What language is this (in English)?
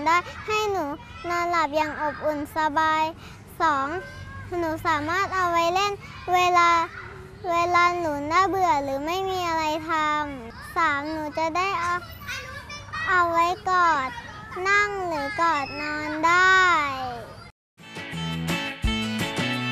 Thai